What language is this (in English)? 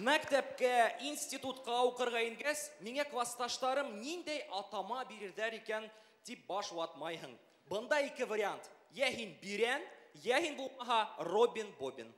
Bashkir